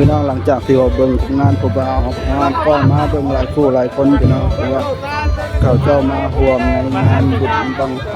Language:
Northeastern Thai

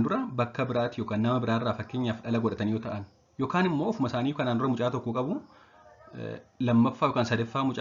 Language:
Oromo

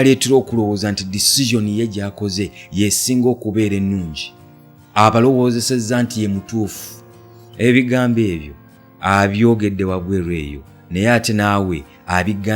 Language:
Ganda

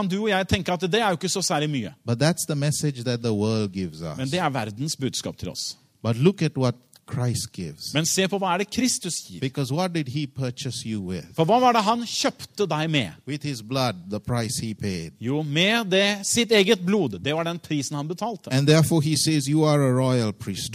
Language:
Norwegian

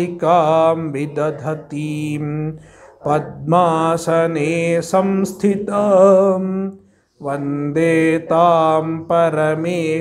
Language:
Sanskrit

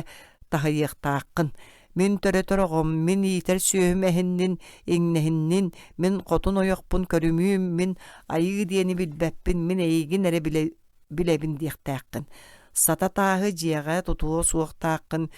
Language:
Yakut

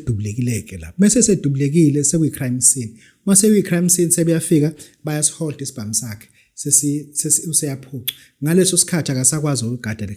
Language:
Zulu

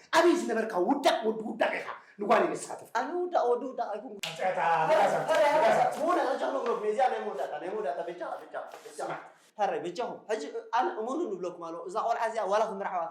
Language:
Tigrinya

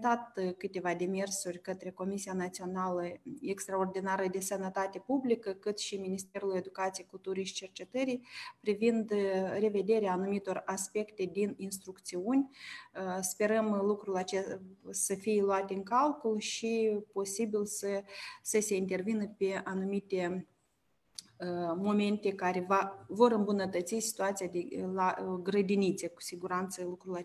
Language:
Romanian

